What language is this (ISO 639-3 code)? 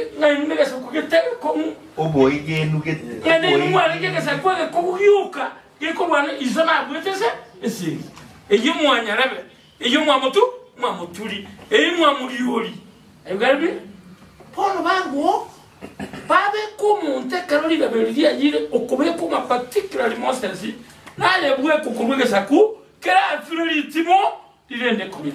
guz